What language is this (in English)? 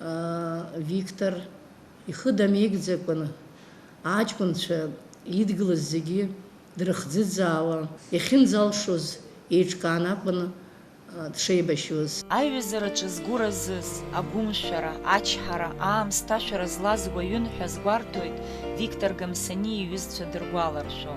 Abkhazian